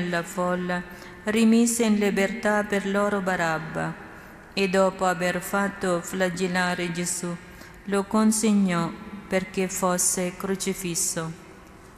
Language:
Italian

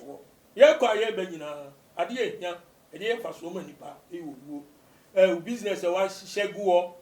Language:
Akan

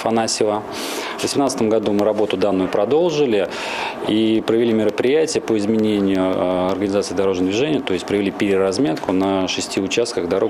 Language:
Russian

